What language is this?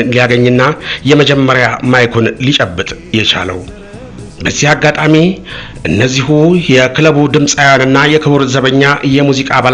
Amharic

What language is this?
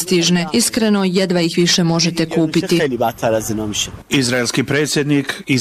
Bosnian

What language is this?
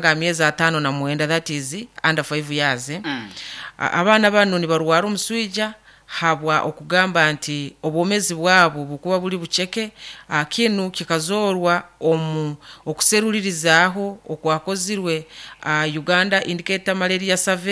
Nyoro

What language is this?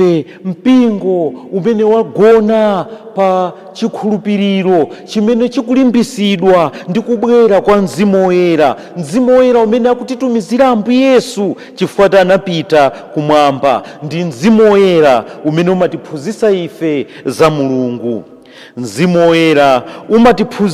Nyanja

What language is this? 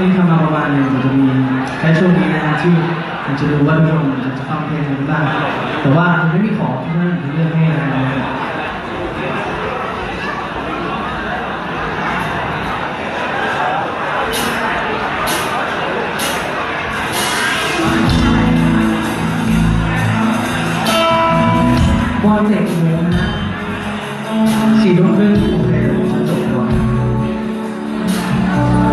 Thai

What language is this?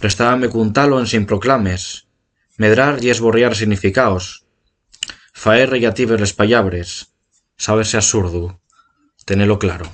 Asturian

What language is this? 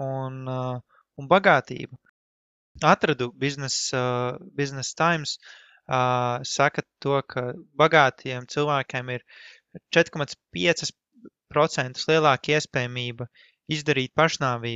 Latvian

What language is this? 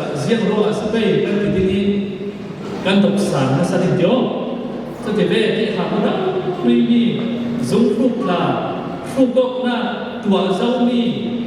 Falam Chin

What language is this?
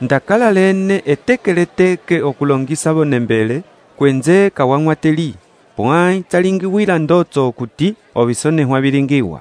Umbundu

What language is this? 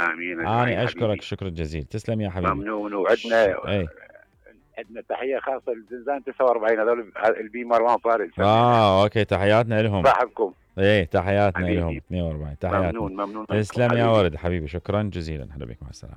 Mesopotamian Arabic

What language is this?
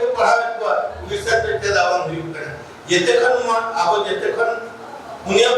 Santali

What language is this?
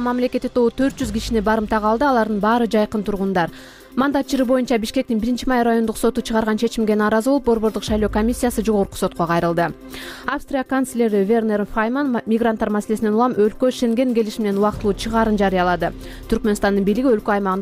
Kyrgyz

